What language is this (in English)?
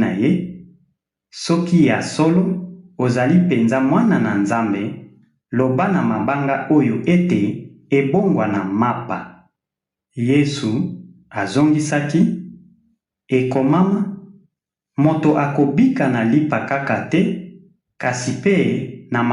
Lingala